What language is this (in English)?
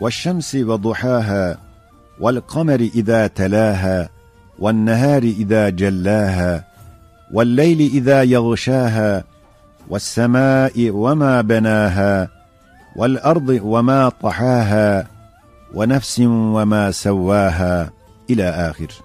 Ottoman Turkish